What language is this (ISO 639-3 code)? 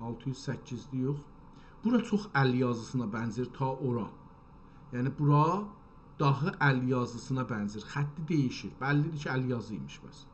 azb